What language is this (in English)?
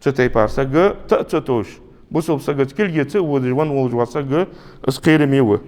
Ingush